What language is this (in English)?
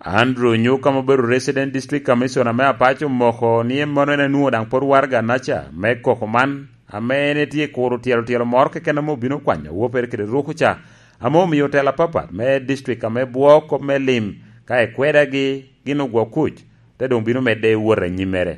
Lango (Uganda)